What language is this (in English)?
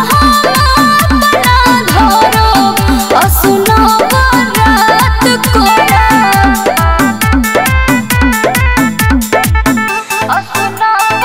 Bhojpuri